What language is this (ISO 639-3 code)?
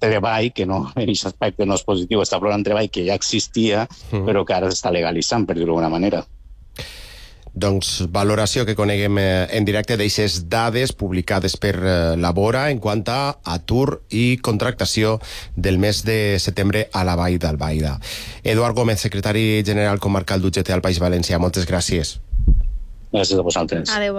cat